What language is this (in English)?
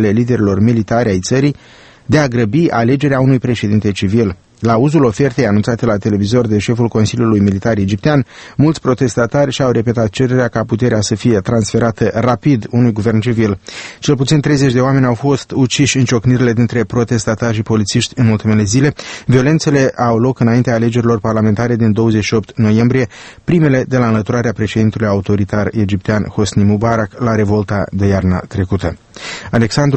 Romanian